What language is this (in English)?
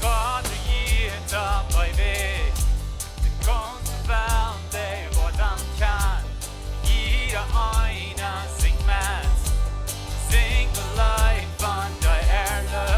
Plautdietsch